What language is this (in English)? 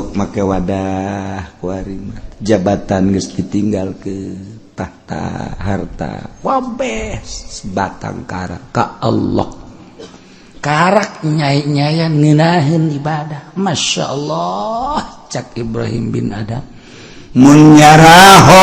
Sundanese